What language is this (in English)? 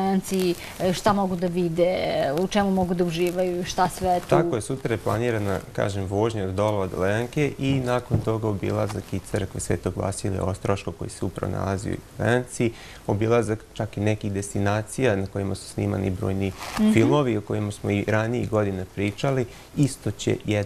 Serbian